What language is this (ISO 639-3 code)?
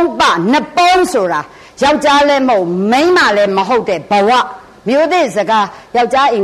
mya